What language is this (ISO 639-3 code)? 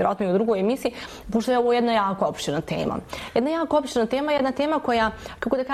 bos